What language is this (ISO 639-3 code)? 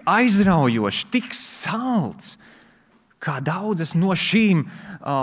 lav